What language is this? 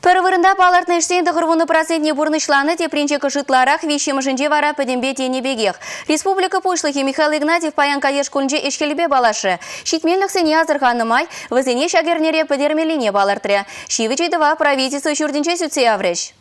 Chuvash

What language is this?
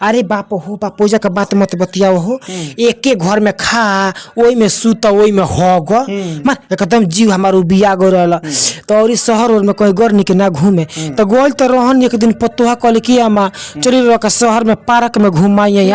Bhojpuri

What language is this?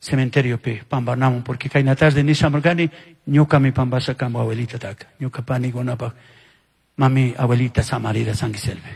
Chimborazo Highland Quichua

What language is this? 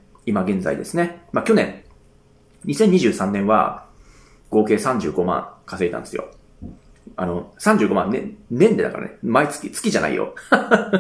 Japanese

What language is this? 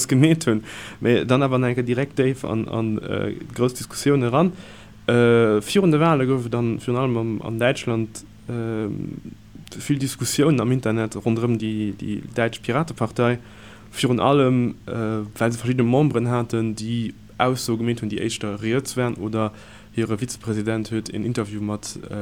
Luxembourgish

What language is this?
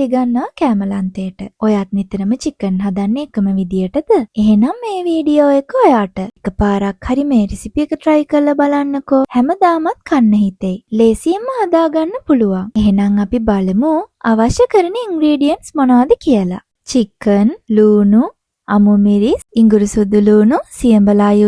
Sinhala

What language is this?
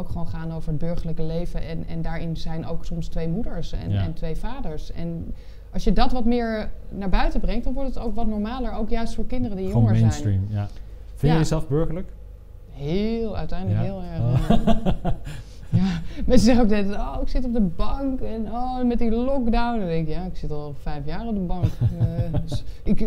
Dutch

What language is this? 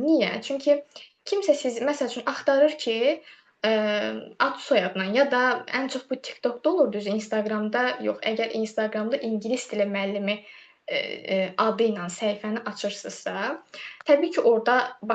Azerbaijani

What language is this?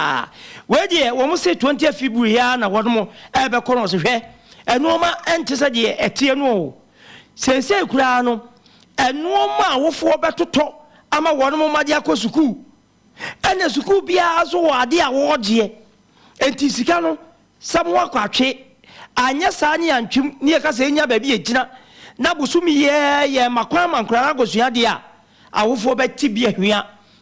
Akan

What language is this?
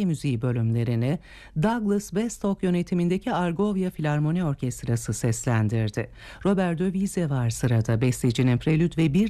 Turkish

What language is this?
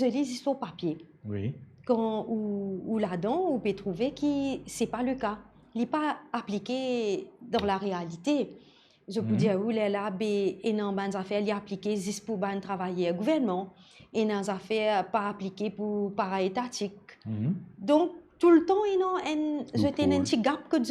Morisyen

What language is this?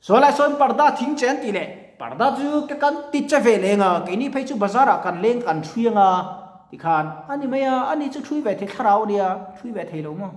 Mizo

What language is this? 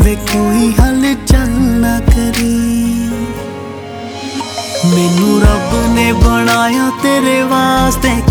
Punjabi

